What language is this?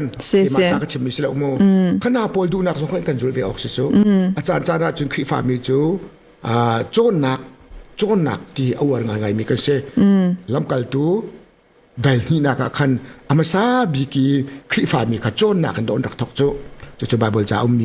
Hakha Chin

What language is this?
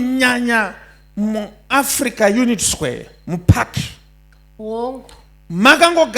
Shona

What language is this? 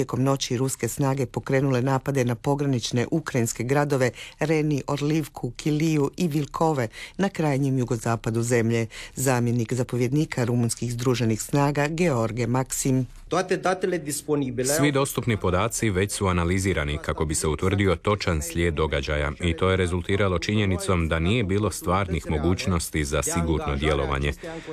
Croatian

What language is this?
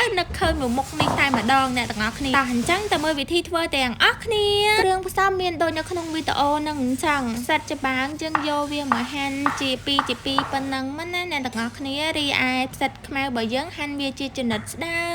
Khmer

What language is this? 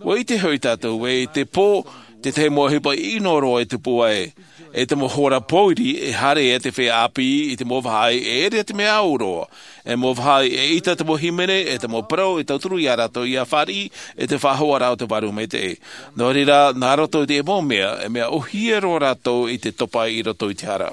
Tahitian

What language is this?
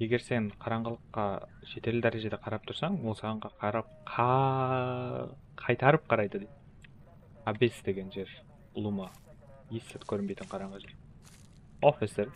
Kara-Kalpak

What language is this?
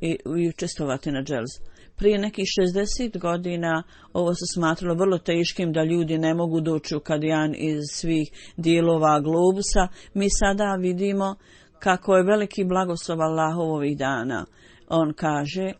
Bosnian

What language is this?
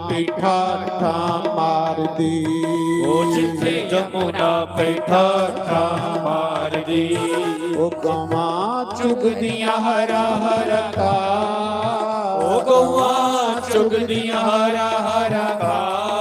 Dogri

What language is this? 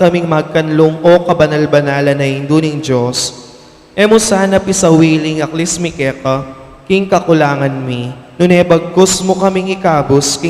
Pampanga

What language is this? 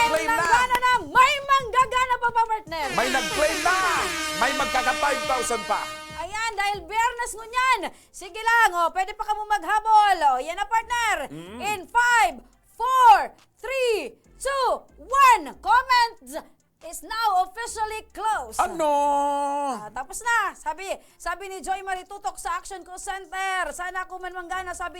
Bikol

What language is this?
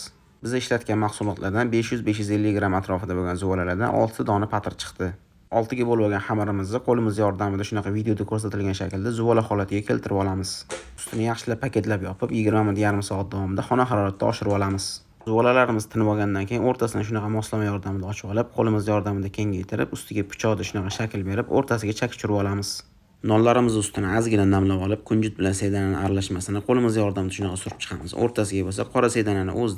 Uzbek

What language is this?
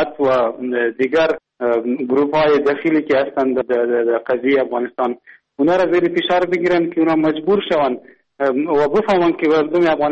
Persian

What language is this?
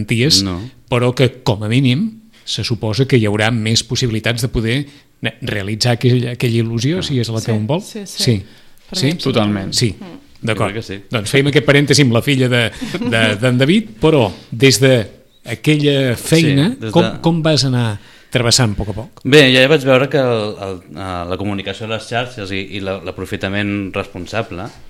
Catalan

